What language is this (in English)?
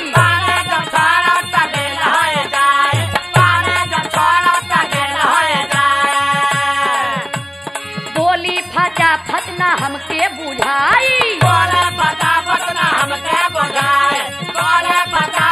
Bhojpuri